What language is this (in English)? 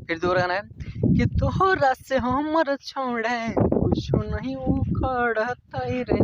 Magahi